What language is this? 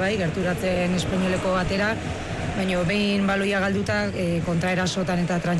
Basque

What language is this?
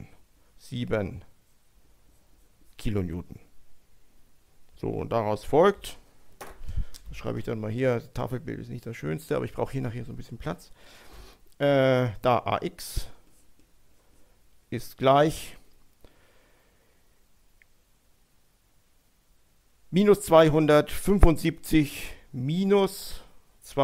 German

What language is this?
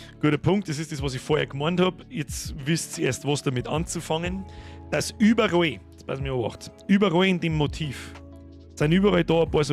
Bavarian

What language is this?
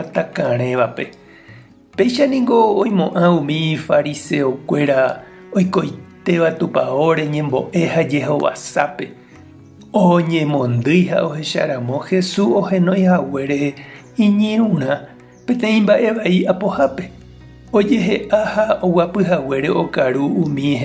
Guarani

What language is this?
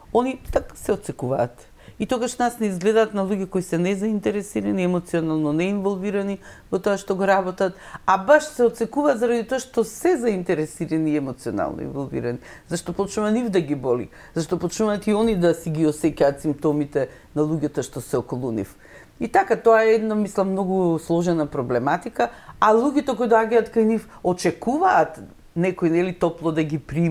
Macedonian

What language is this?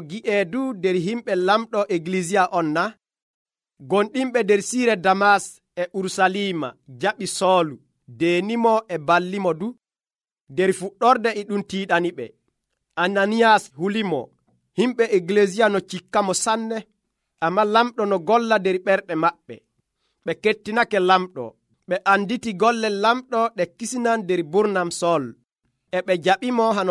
Nigerian Fulfulde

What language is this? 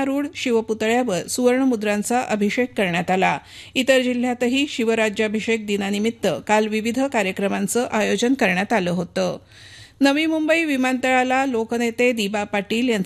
Marathi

